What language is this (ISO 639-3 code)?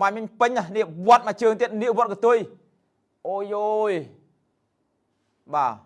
khm